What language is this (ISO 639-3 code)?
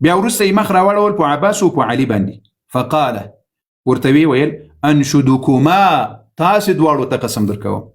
pus